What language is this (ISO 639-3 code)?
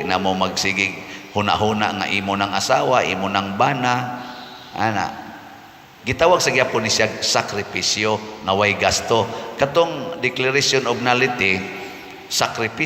ceb